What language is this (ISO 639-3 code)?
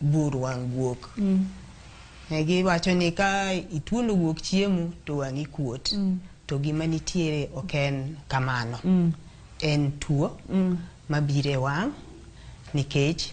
luo